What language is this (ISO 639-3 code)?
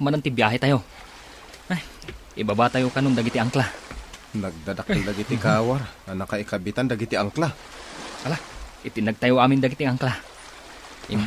ilo